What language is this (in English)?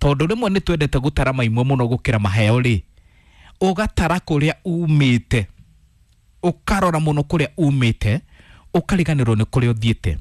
Kikuyu